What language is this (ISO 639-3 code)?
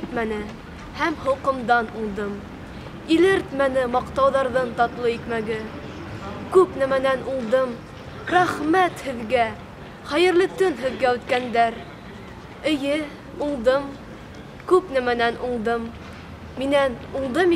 bak